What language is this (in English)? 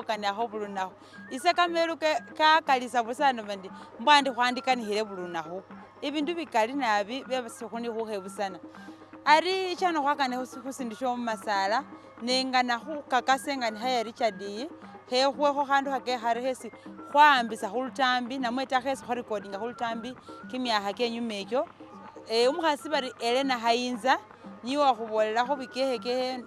Masaaba